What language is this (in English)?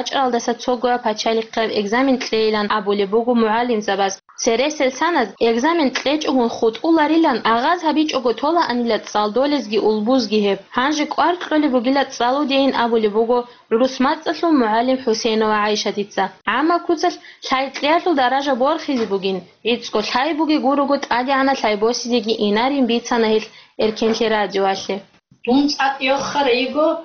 Avaric